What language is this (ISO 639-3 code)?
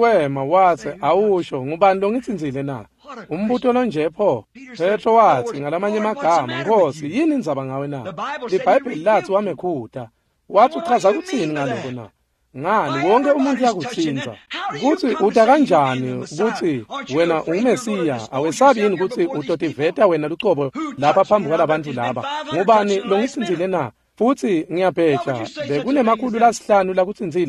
ssw